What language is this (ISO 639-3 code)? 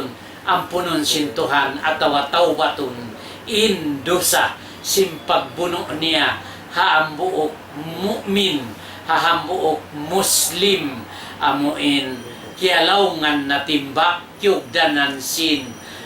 tsg